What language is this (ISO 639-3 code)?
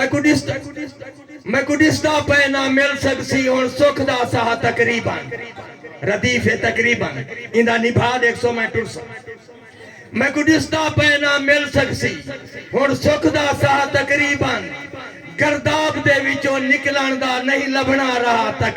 skr